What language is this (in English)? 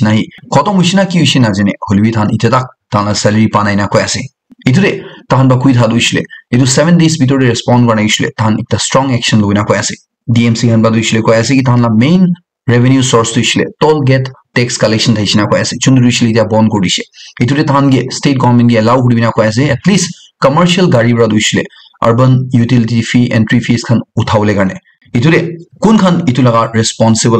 Naga Pidgin